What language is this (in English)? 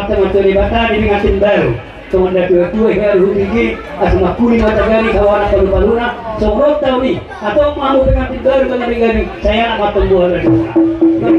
Batak Toba